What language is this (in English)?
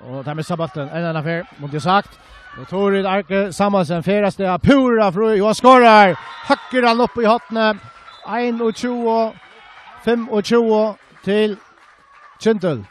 Faroese